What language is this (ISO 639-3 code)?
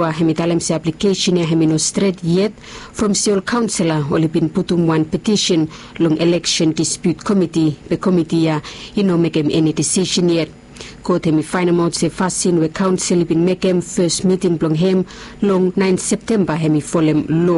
bis